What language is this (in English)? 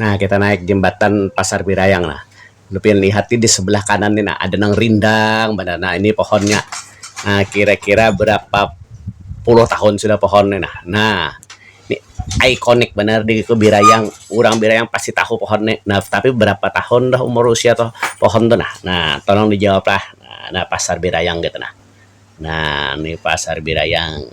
Banjar